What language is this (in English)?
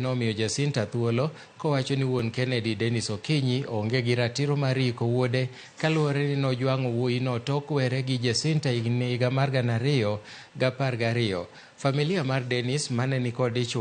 Luo (Kenya and Tanzania)